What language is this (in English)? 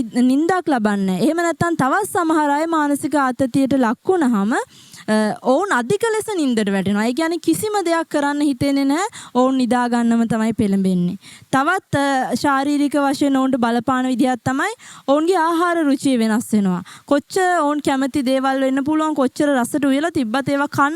Sinhala